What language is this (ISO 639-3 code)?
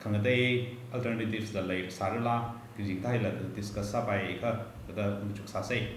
nmf